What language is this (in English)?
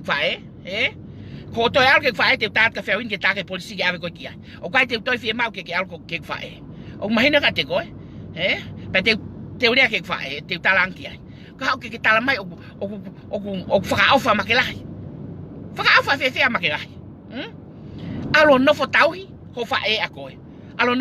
Tongan